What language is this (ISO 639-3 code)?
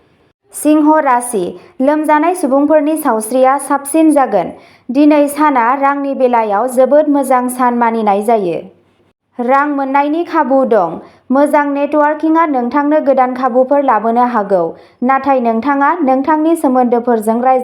brx